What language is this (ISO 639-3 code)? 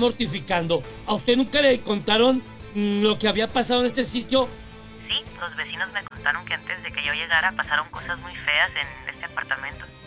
spa